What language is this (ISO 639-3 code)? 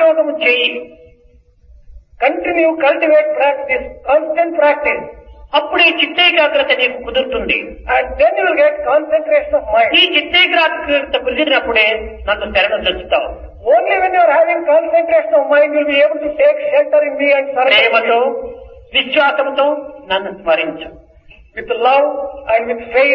tel